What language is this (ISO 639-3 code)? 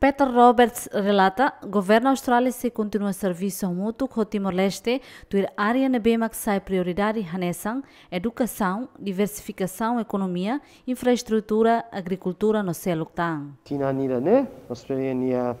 tet